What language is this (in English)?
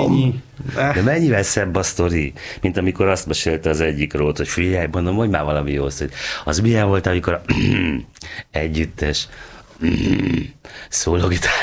Hungarian